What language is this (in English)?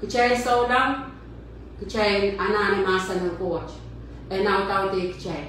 Pohnpeian